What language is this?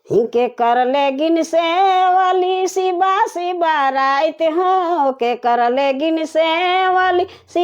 Sadri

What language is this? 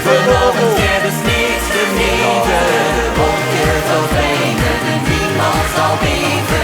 Limburgish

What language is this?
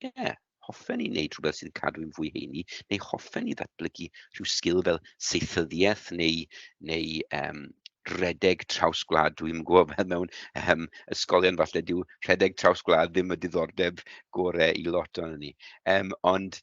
Welsh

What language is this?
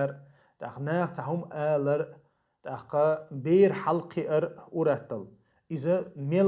Chechen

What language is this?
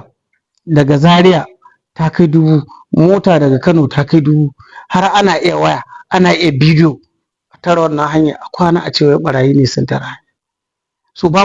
Hausa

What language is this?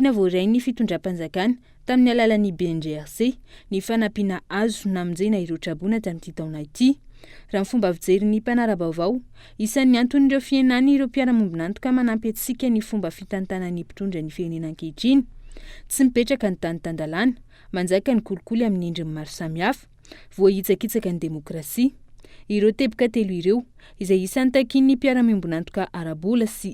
Malagasy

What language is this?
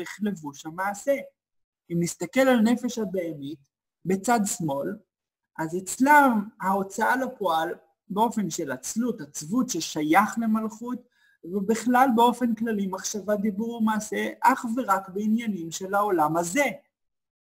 Hebrew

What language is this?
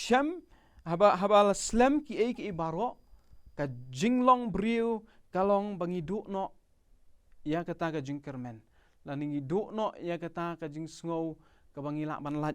Khasi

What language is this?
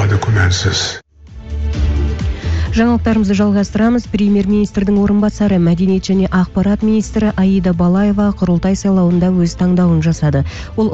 Kazakh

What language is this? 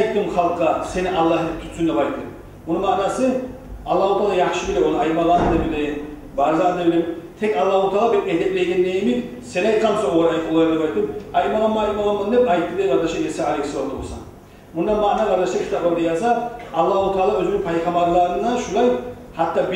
Kumyk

